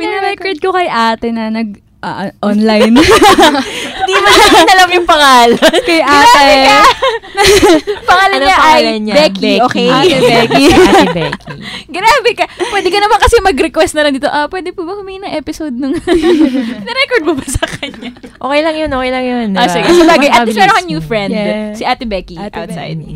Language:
Filipino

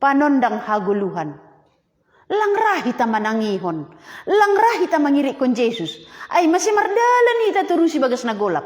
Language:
Batak Simalungun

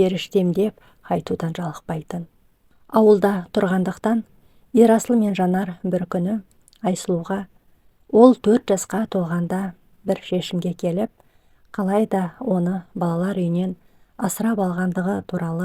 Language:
Kazakh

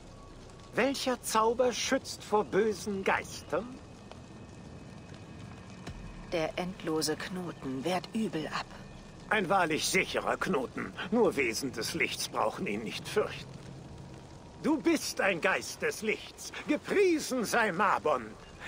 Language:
German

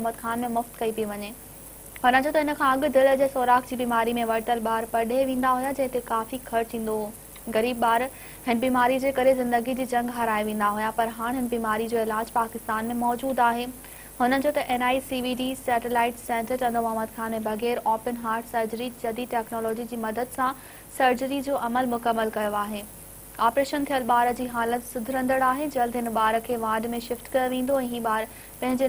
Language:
Sindhi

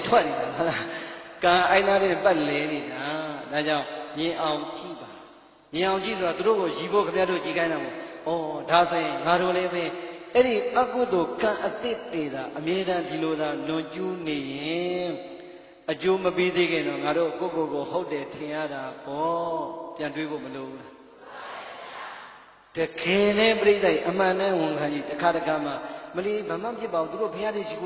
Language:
Burmese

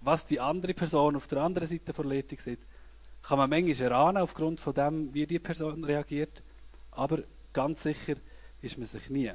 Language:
Swiss German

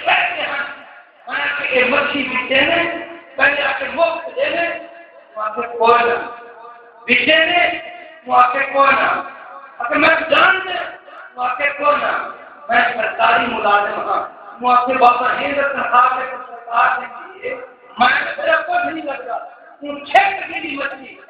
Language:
Saraiki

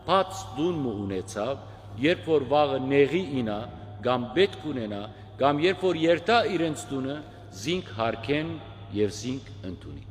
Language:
Western Armenian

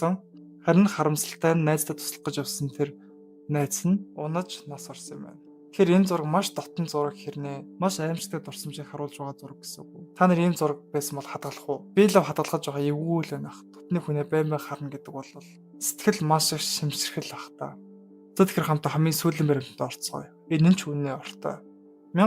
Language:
Mongolian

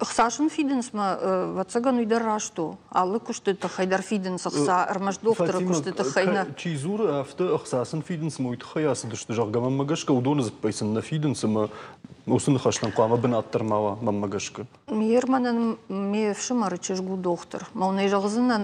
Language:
Ossetic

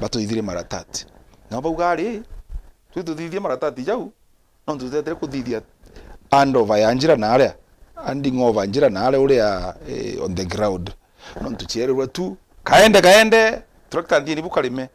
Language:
Meru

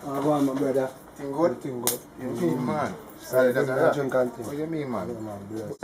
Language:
Jamaican Creole English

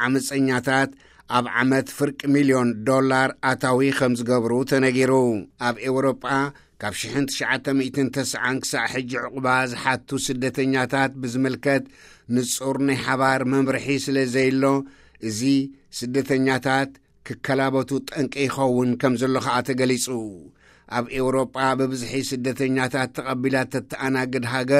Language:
Tigrinya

